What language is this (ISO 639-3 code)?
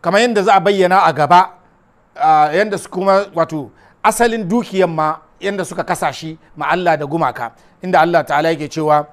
hau